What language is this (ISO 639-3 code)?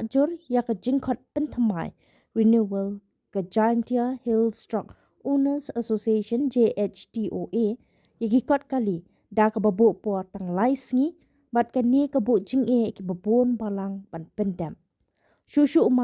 kha